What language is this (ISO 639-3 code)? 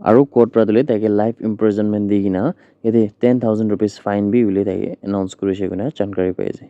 nag